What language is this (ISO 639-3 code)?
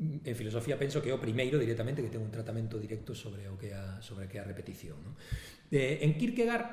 glg